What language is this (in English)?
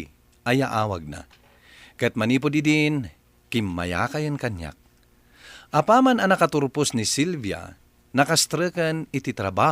Iloko